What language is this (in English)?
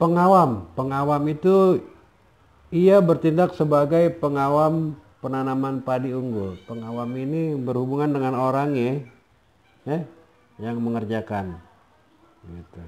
Betawi